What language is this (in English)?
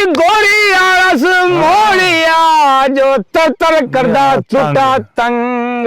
Saraiki